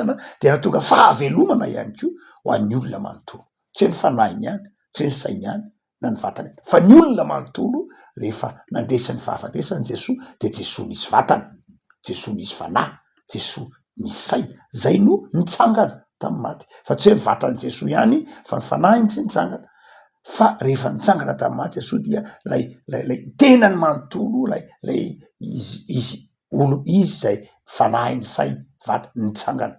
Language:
Malagasy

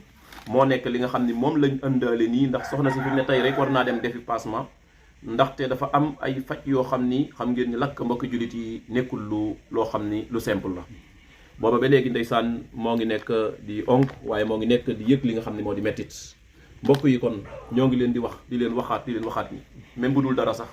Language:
Wolof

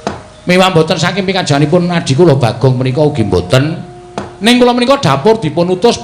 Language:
Javanese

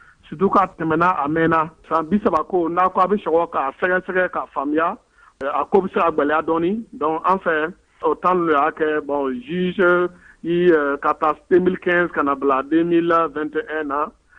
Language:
Bambara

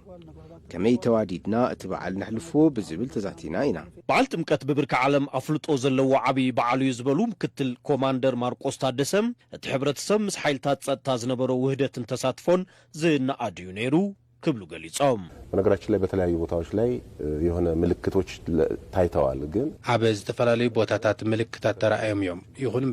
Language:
Tigrinya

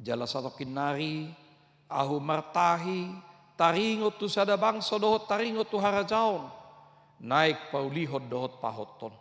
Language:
Batak Toba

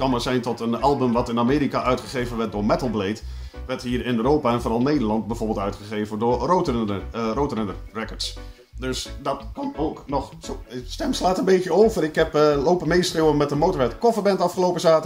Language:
Dutch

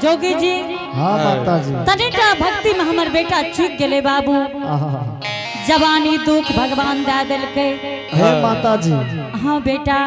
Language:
Angika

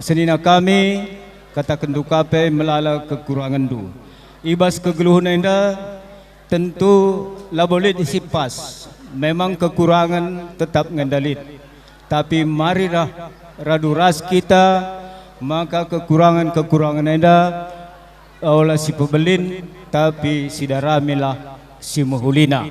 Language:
Batak Karo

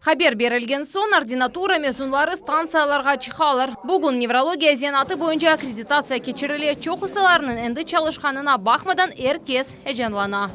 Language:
Crimean Tatar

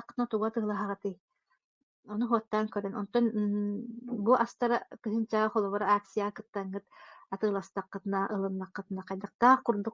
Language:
Yakut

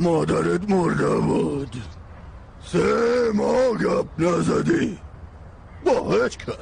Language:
Persian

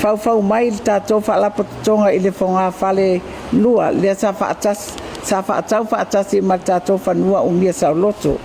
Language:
Samoan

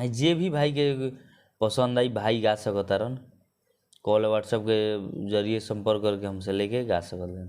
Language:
Bhojpuri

